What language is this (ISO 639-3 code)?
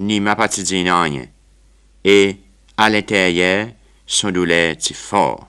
crs